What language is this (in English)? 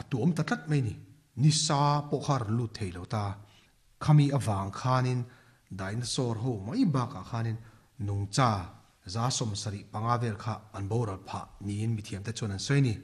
Mizo